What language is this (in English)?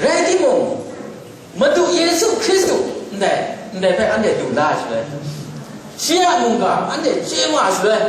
Kachin